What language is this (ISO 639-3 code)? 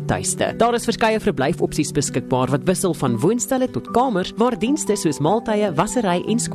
afr